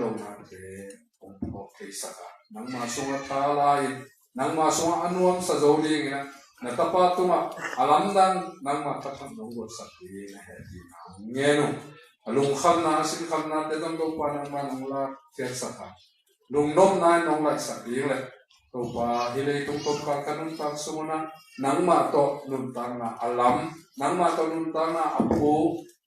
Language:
Tedim Chin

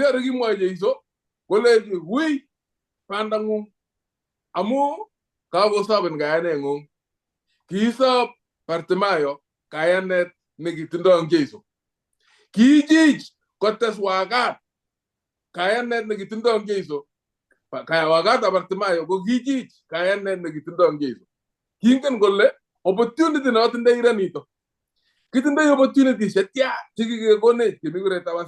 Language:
Kalenjin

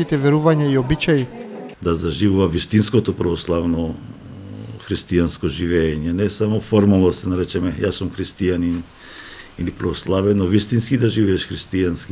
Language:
Macedonian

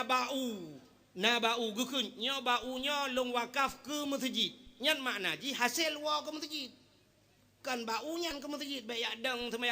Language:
Achinese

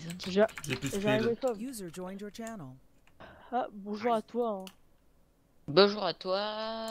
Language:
French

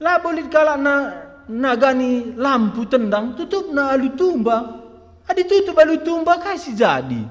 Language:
Batak Karo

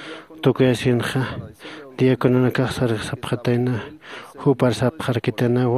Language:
Aymara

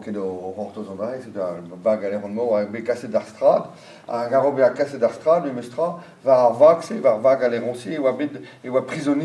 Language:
Breton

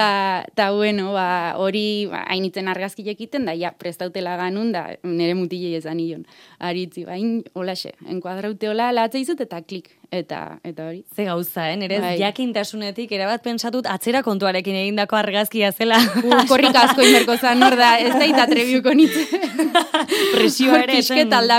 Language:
Basque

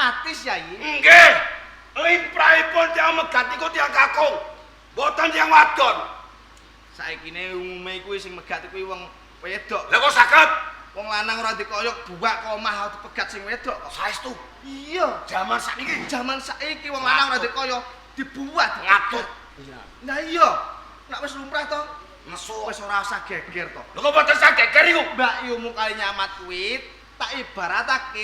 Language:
Javanese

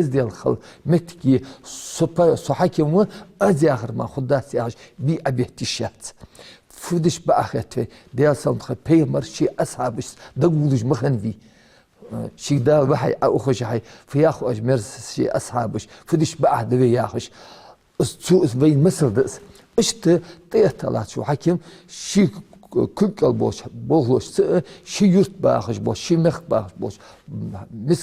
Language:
Ingush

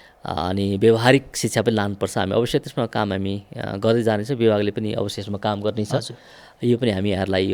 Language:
Nepali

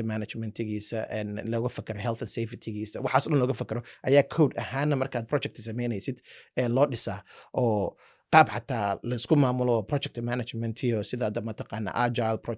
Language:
Somali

